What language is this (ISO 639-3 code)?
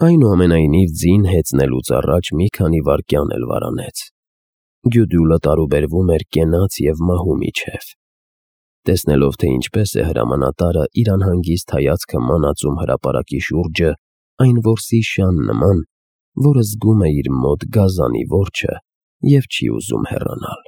hye